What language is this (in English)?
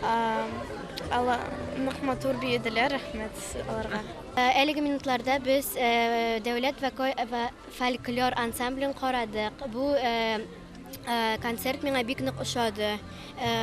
Tatar